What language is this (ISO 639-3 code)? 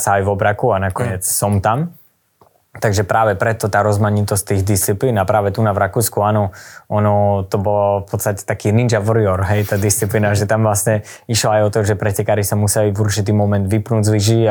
slk